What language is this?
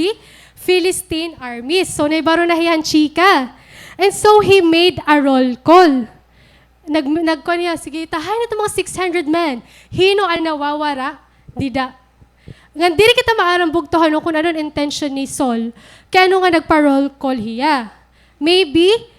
Waray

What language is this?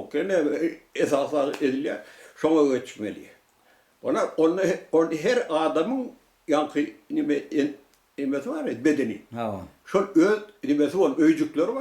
Turkmen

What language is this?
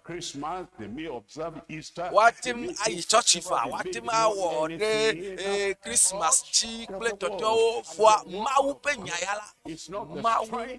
Ewe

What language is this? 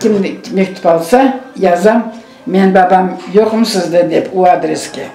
Crimean Tatar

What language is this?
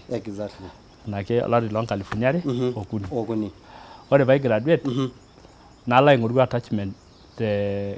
Masai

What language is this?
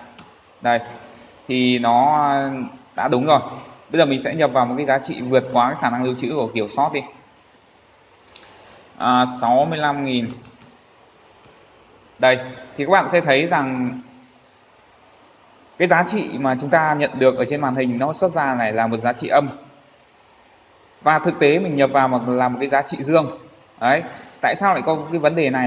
Vietnamese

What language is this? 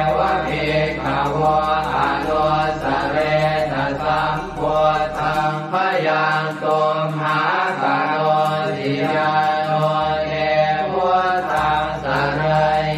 Pali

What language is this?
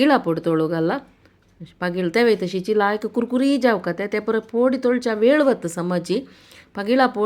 Konkani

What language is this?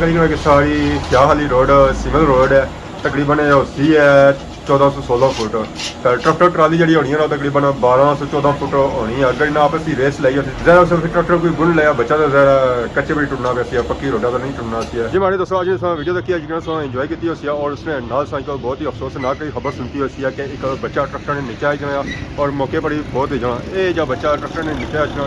Pahari-Potwari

